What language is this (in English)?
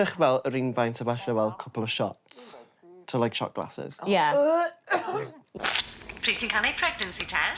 Welsh